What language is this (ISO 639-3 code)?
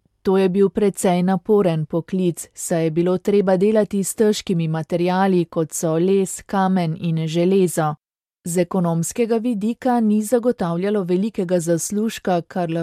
slv